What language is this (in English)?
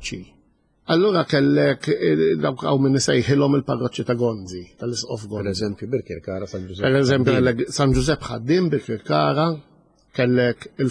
Maltese